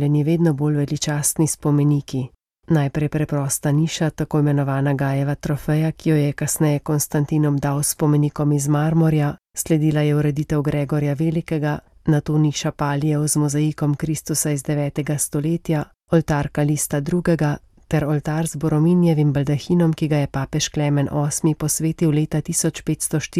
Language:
Slovenian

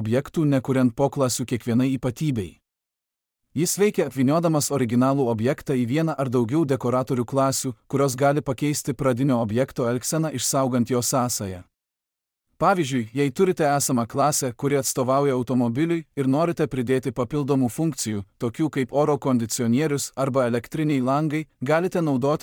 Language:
Lithuanian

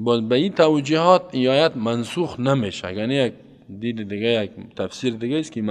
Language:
Persian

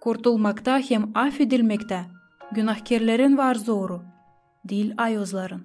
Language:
Gagauz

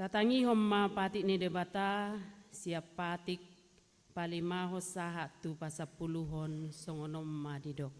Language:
Batak Toba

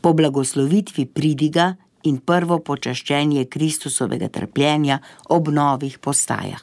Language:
Slovenian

